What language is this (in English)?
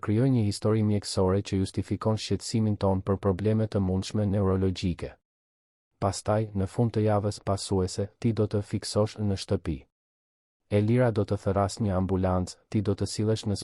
Albanian